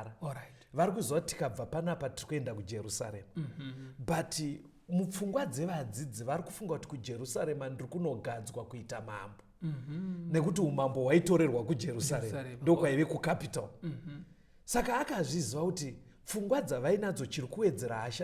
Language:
Shona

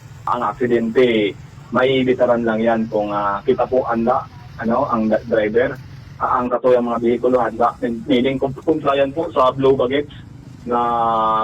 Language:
Bikol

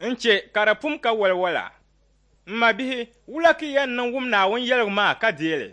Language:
Dagbani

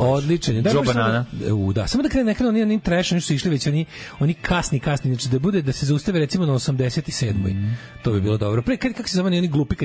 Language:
Serbian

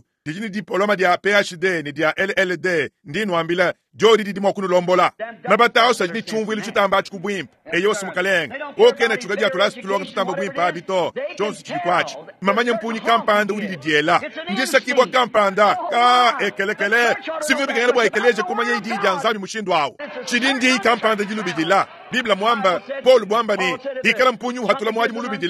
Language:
Luba-Lulua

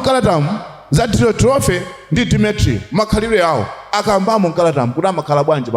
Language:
Nyanja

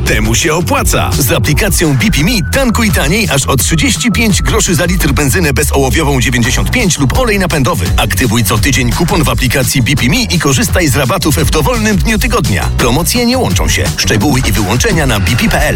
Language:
Polish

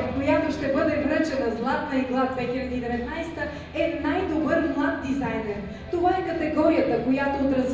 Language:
Bulgarian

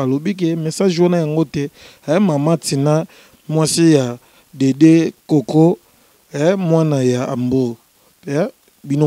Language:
Lingala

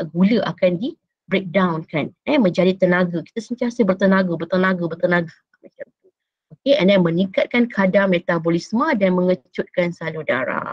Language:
Malay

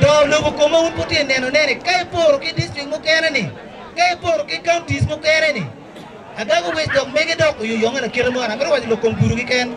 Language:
Acoli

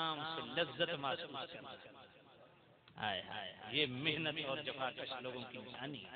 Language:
Urdu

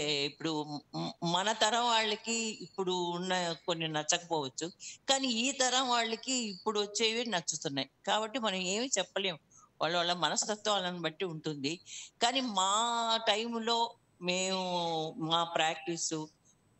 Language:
Telugu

